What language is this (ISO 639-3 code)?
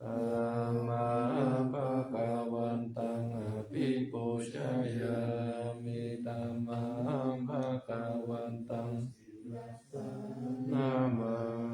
pli